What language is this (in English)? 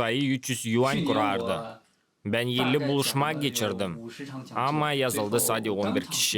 Gagauz